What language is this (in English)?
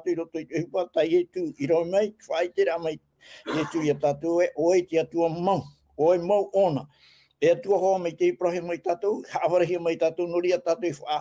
Tahitian